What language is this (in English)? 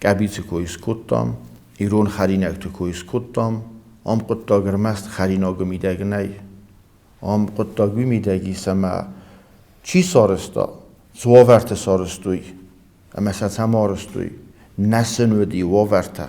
Ossetic